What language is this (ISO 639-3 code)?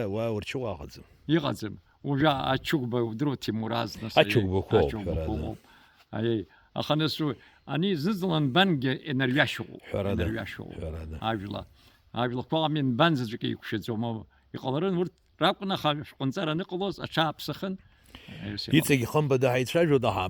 abk